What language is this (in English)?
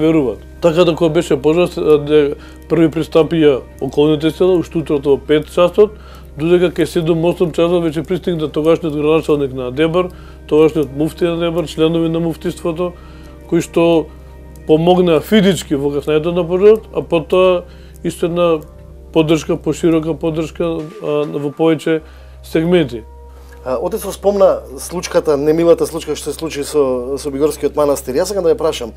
Macedonian